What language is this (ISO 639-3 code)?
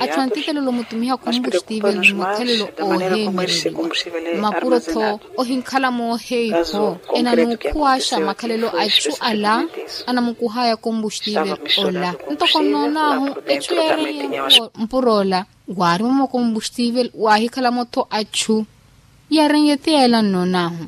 vmw